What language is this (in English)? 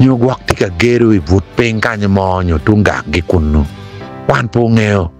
Acoli